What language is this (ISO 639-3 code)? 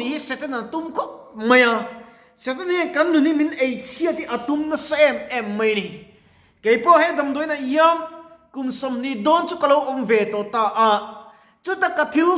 lus